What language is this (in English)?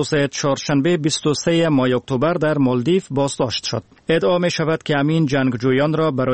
Persian